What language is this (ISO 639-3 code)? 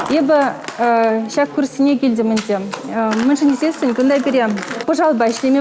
chv